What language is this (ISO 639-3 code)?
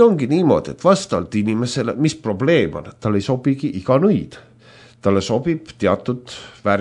est